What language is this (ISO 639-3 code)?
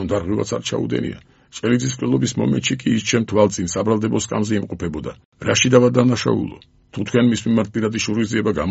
kat